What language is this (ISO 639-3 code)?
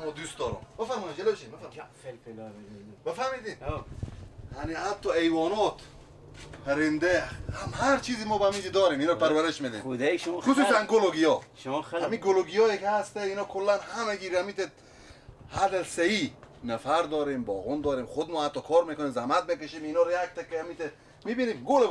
fas